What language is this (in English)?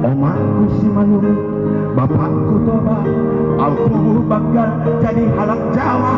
Batak Simalungun